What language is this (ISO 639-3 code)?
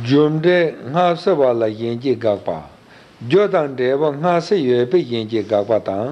bod